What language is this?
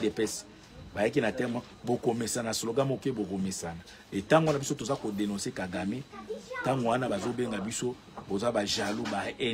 Lingala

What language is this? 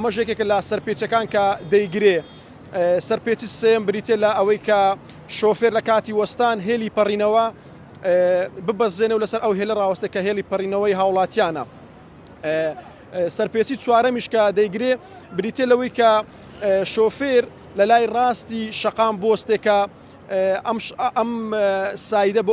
Central Kurdish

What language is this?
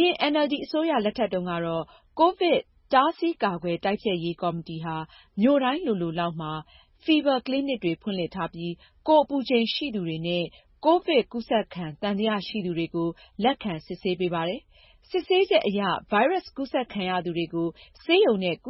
Burmese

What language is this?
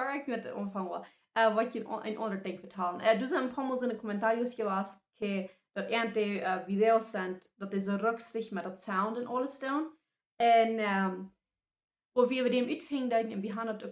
Plautdietsch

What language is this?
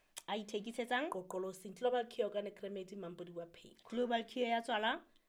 Southern Sotho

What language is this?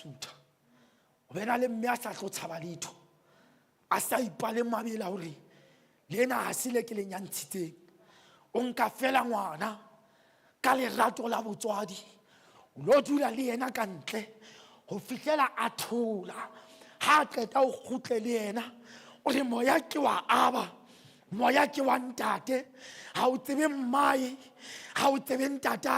Southern Sotho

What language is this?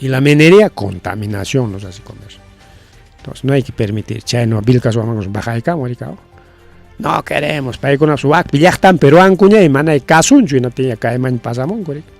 Ayacucho Quechua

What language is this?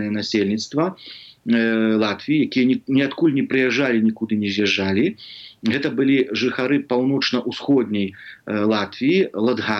Belarusian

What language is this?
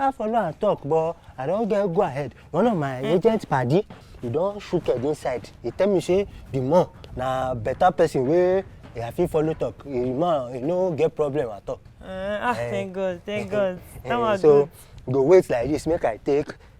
Nigerian Pidgin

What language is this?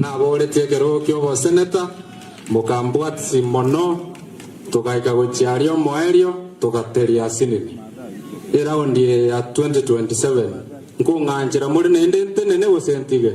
Gusii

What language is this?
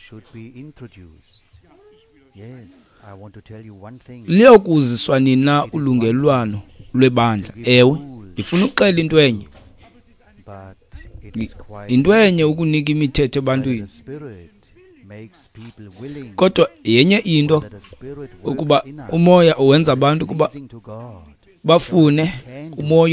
Xhosa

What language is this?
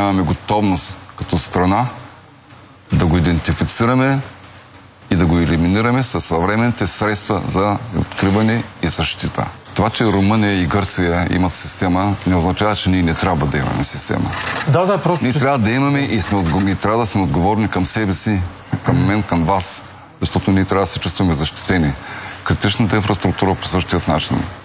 Bulgarian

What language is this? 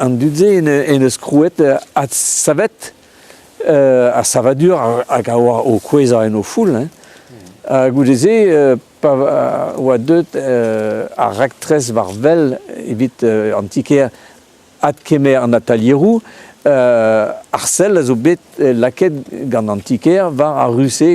Breton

